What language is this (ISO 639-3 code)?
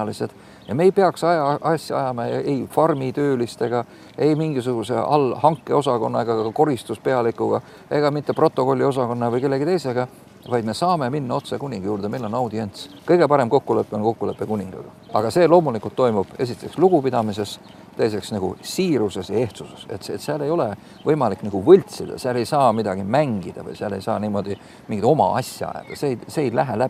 est